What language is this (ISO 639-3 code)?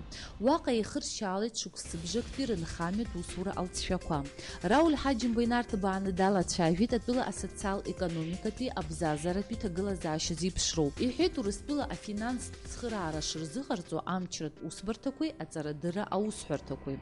abk